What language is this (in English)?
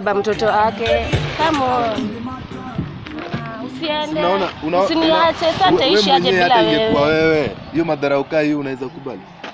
Swahili